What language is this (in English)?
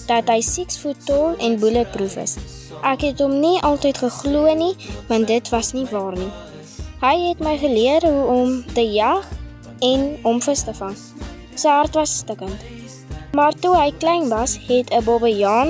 Afrikaans